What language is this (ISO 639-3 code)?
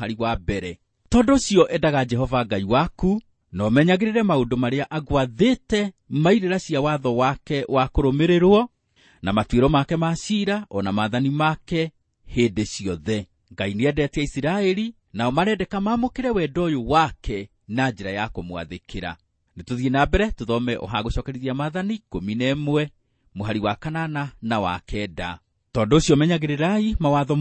kik